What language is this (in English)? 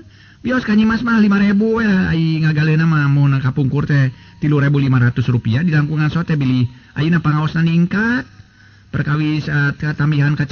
Sundanese